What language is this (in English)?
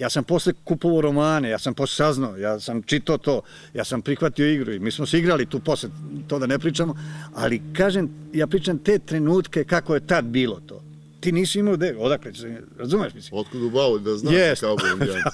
Serbian